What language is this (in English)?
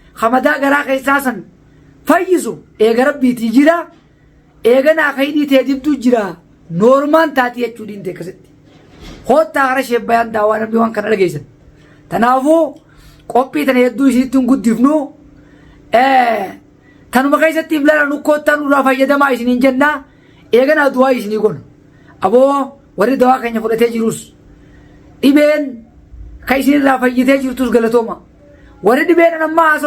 Oromo